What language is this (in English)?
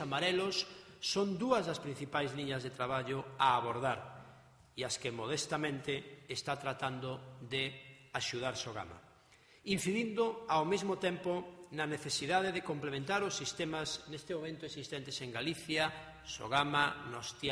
Galician